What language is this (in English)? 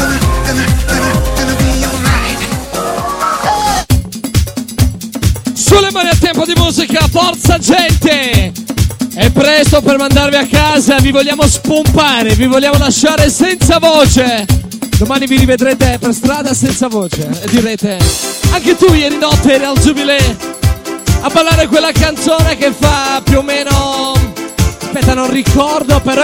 Italian